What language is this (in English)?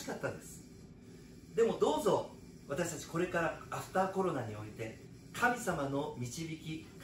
Japanese